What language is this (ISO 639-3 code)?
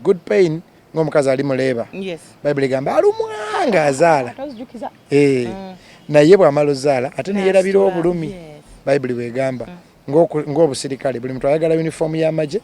lug